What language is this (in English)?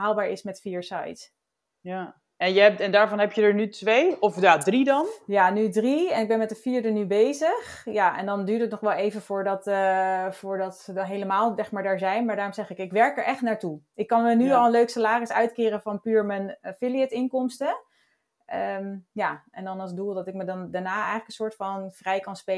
Dutch